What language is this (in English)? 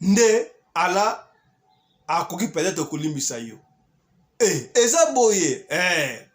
Lingala